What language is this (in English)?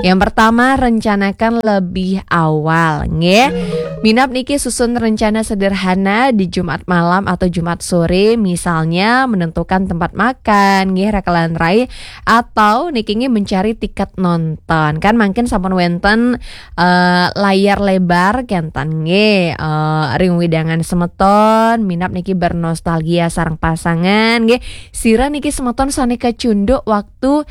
Balinese